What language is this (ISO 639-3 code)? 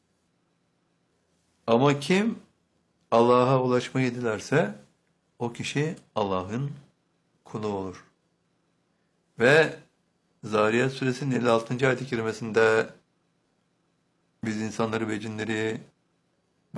tur